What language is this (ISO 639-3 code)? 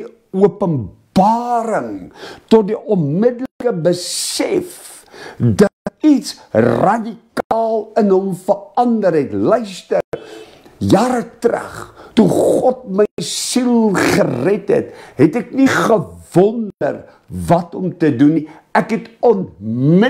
afr